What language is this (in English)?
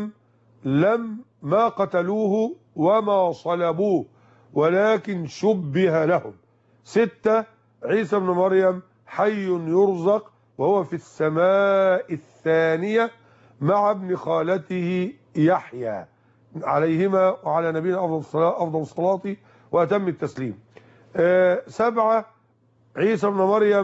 Arabic